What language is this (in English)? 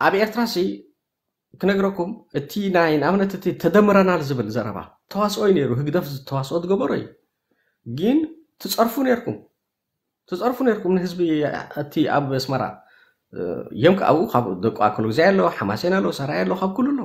Tigrinya